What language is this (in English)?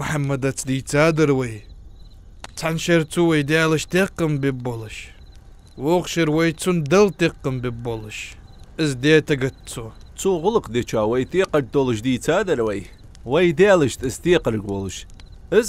Ingush